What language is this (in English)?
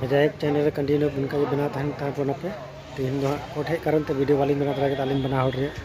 Santali